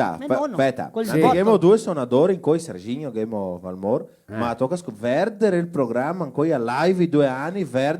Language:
Venetian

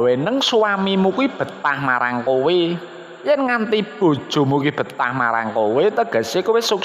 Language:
Javanese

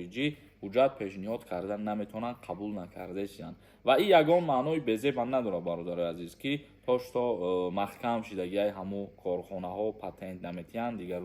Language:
Tajik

